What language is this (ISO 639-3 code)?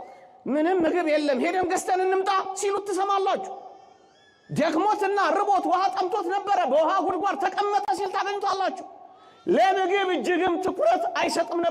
amh